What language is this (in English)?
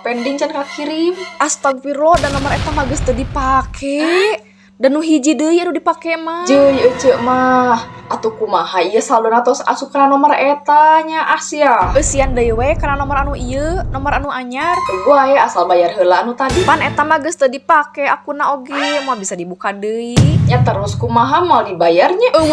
Sundanese